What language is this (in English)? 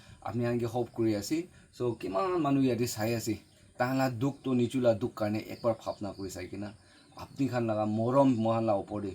Naga Pidgin